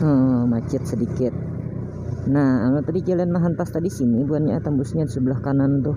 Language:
Banjar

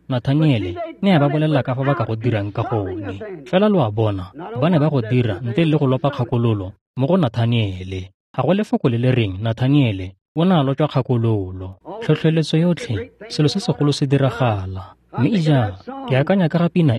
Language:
Tswana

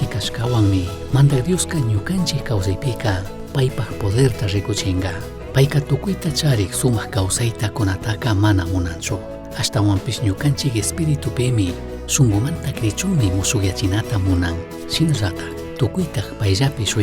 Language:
Chimborazo Highland Quichua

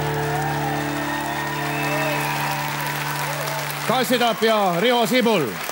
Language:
Estonian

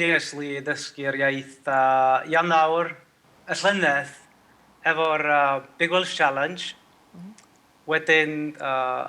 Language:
Welsh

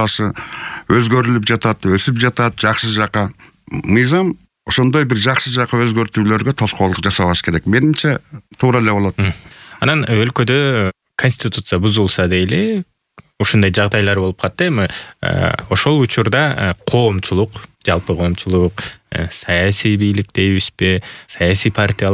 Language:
Kyrgyz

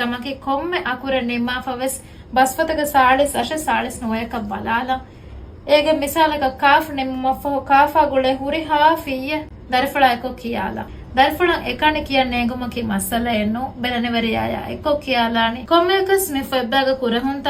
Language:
Divehi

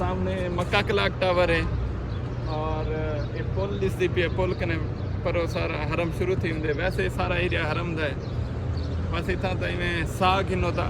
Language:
Saraiki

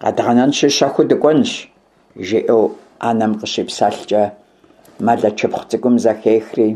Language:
Kabardian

